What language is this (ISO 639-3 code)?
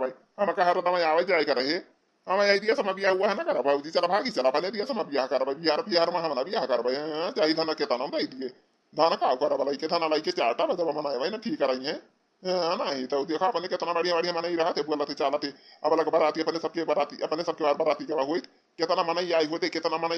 awa